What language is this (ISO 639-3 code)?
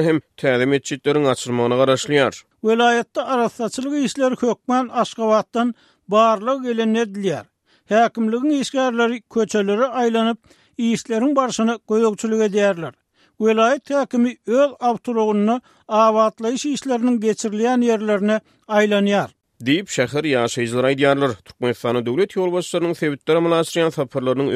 tuk